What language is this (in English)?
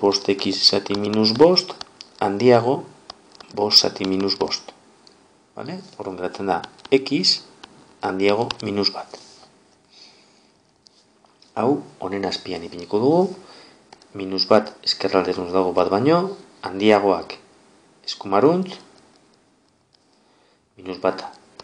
Basque